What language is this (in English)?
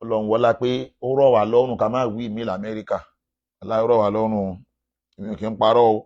Yoruba